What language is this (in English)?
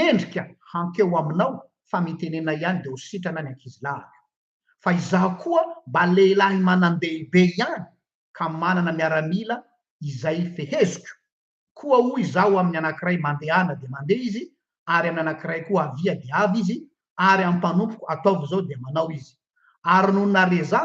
Malagasy